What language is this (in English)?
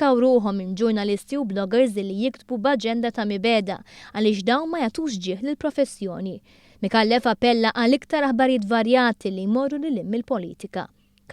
Maltese